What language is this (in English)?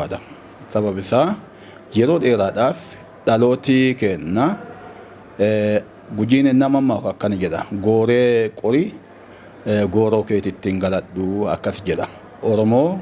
Oromo